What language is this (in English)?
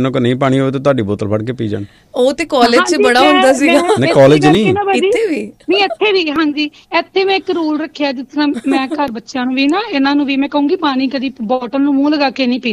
Punjabi